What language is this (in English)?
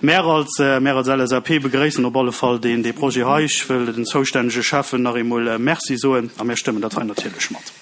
Luxembourgish